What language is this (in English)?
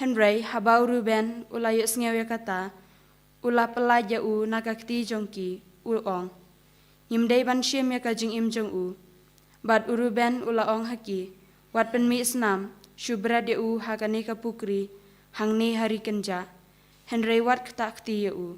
Khasi